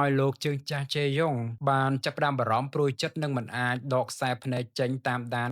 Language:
Khmer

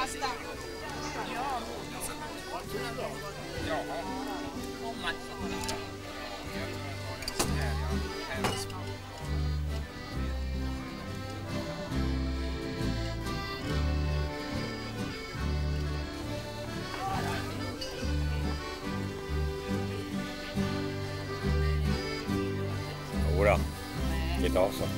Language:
Swedish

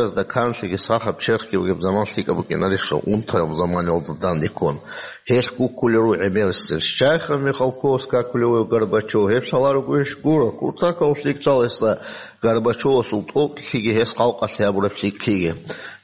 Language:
Avaric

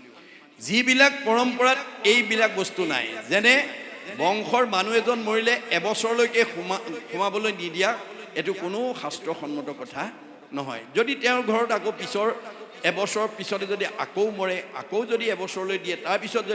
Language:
Assamese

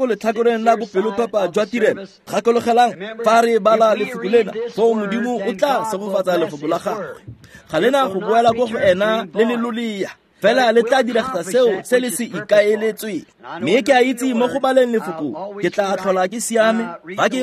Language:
Tswana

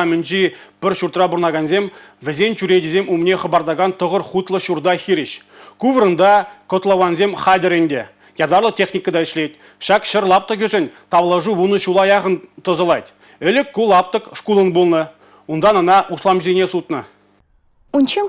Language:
Chuvash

